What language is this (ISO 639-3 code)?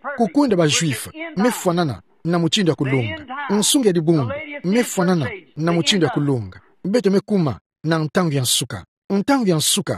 ktu